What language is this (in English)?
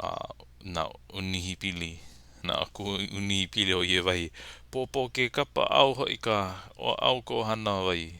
Hawaiian